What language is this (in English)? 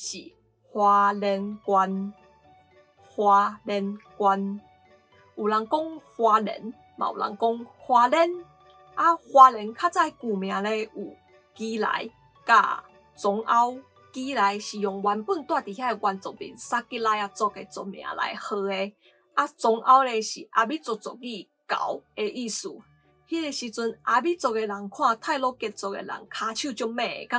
Min Nan Chinese